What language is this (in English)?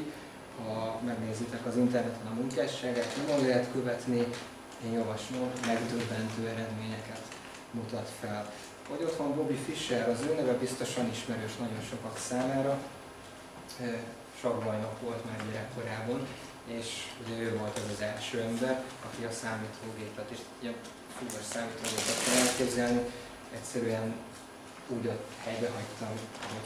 Hungarian